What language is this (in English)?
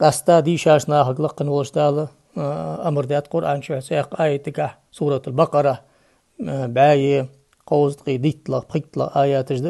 Ingush